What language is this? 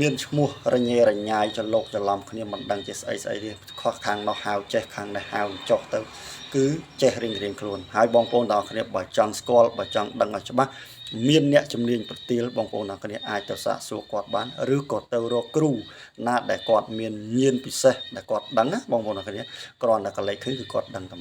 Khmer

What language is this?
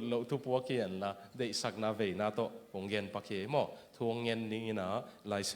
Tedim Chin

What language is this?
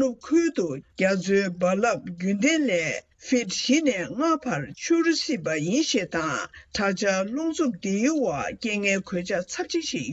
Tibetan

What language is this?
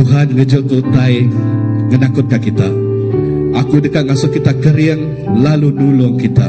Iban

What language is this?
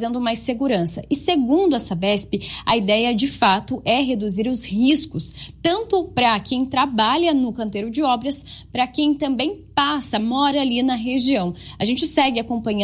Portuguese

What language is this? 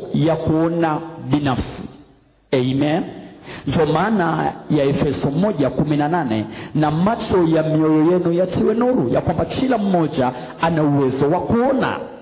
Swahili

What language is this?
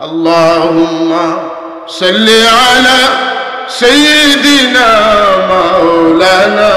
Sylheti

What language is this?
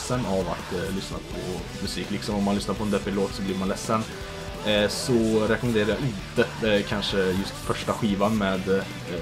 Swedish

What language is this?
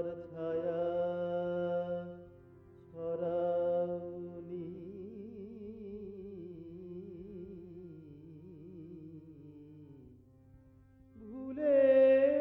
Bangla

